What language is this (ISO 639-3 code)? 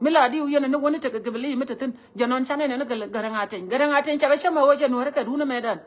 nus